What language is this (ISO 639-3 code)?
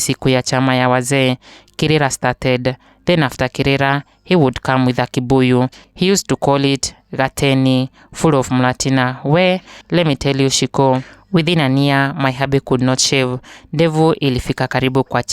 kik